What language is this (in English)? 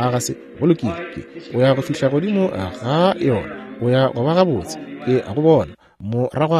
Northern Sotho